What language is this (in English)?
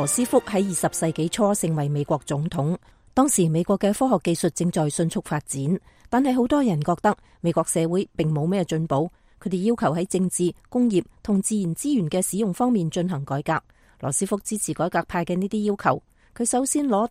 Cantonese